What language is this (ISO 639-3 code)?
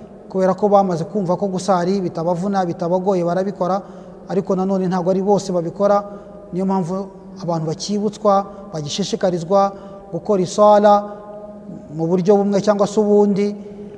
kin